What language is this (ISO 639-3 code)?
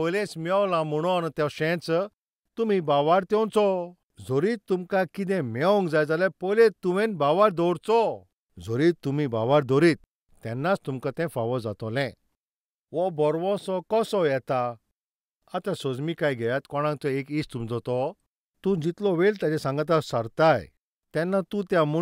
kok